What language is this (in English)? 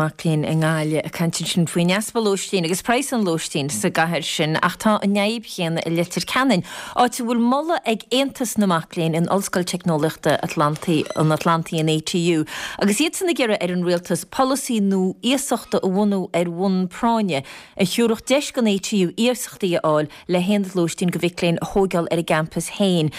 Irish